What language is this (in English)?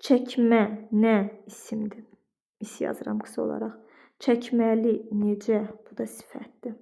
Azerbaijani